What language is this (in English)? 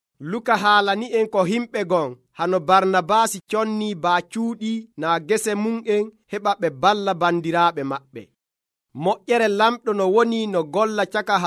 Nigerian Fulfulde